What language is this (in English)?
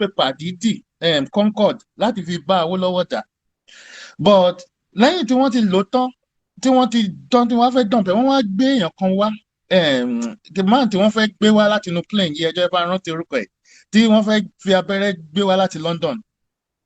Yoruba